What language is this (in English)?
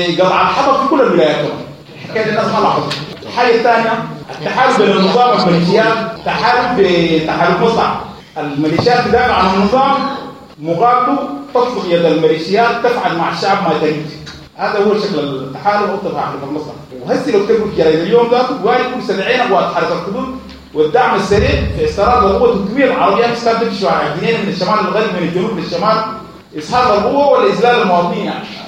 Sudanese Arabic